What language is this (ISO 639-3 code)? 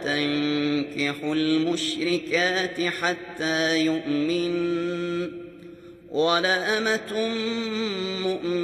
ara